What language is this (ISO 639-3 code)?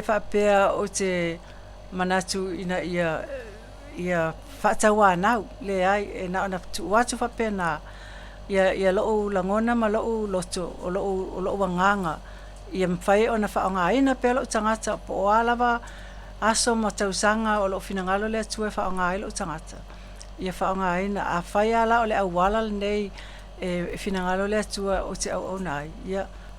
smo